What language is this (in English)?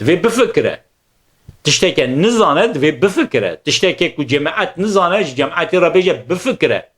Kurdish